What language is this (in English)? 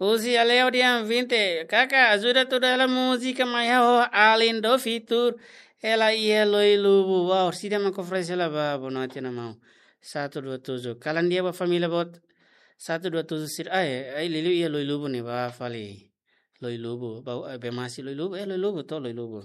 Tetum